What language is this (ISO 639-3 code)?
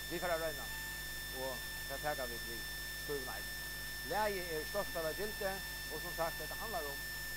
fao